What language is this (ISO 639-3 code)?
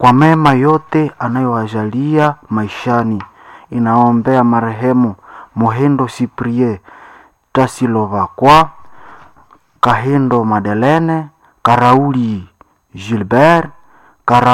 swa